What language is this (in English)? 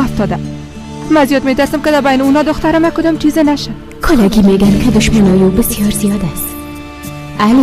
Tajik